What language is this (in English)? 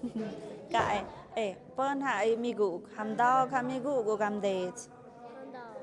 Tlahuitoltepec Mixe